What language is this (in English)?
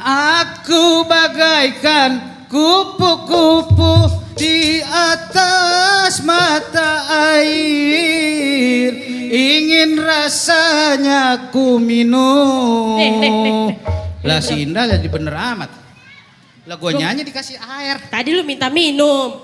Betawi